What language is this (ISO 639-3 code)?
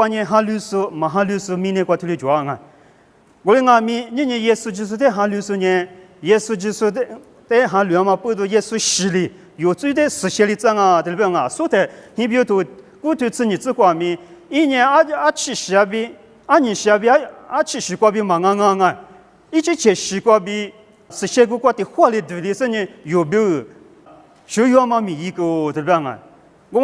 lis